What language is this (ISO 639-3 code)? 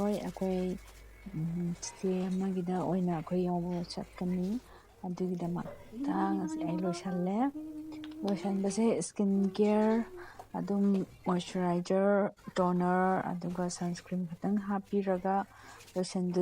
mni